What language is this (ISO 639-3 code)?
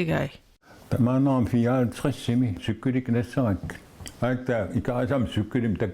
kal